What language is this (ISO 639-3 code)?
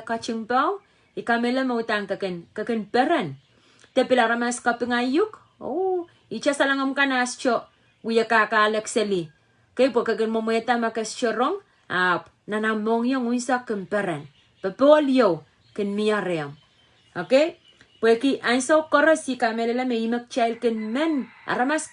pon